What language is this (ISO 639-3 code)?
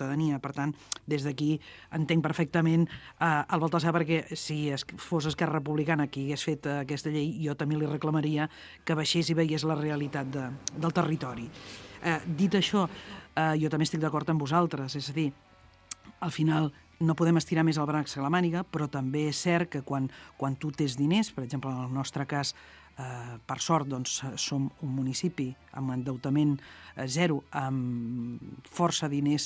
cat